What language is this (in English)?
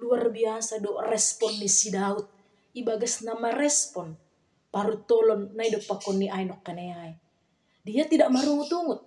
Batak Simalungun